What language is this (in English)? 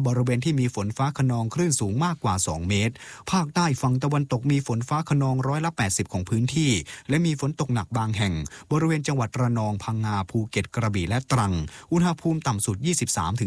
Thai